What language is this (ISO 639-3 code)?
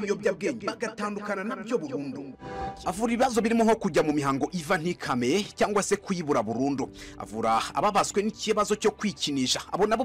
kin